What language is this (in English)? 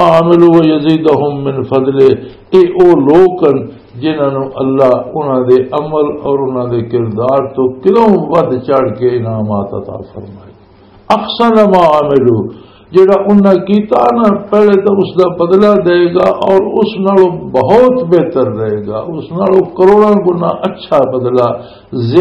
Western Panjabi